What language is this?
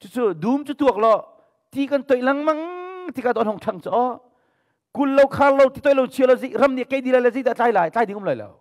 Hakha Chin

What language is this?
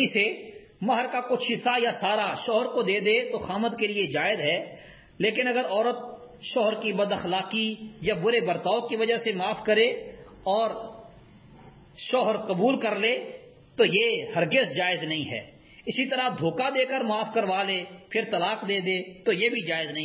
Urdu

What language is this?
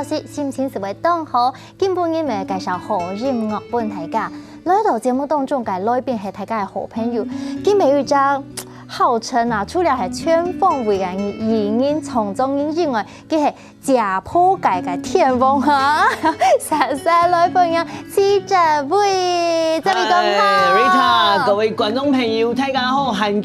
Hakka Chinese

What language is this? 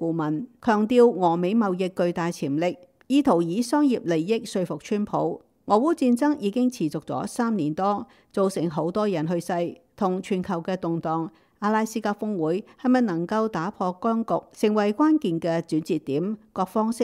Cantonese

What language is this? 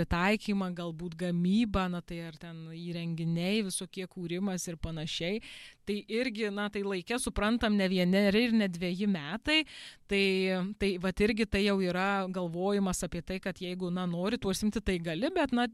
Lithuanian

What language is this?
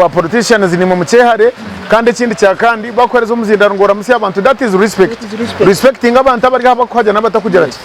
Nyankole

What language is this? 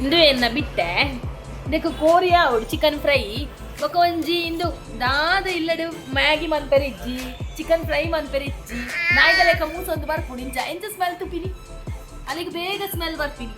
Tulu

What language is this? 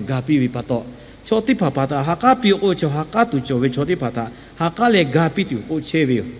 Lahu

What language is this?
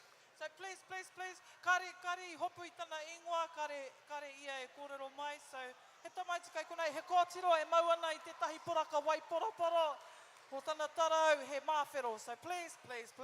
Māori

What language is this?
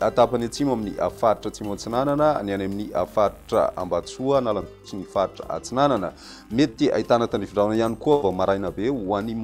Malagasy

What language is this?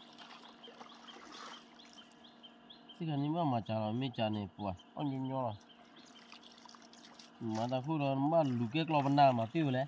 S'gaw Karen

